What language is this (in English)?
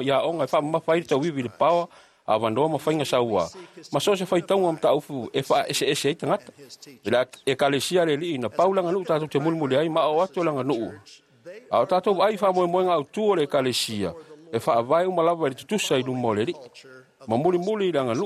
Samoan